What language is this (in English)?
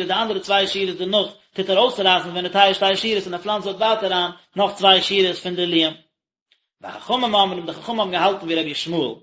Yiddish